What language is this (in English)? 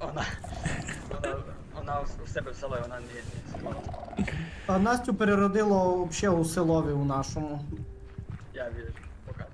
Rusyn